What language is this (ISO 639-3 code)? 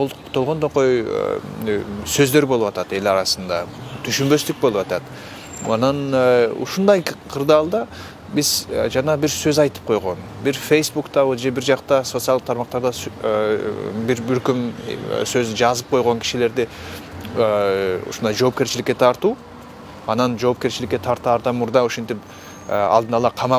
kir